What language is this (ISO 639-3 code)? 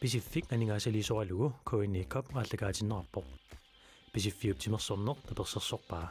kal